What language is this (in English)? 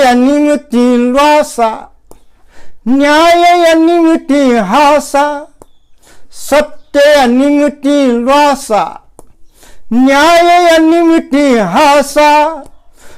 Newari